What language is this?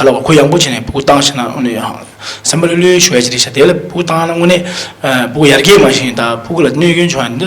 Tibetan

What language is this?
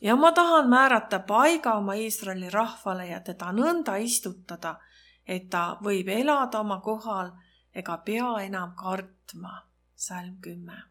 Estonian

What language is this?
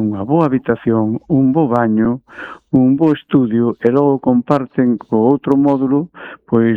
Galician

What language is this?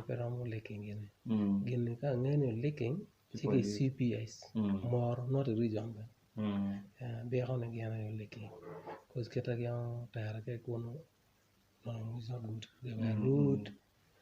Acoli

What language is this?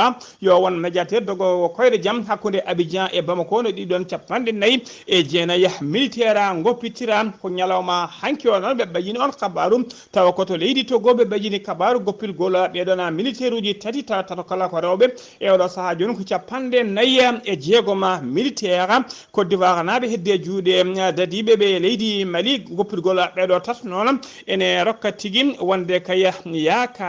Fula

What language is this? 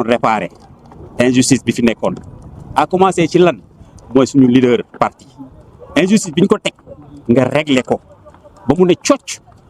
Wolof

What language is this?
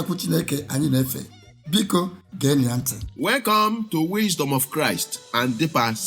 Igbo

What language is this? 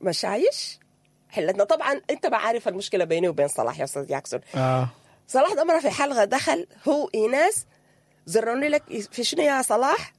Sudanese Arabic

